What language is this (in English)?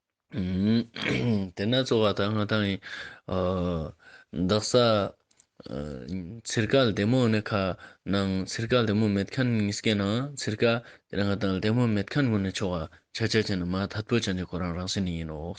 Ladakhi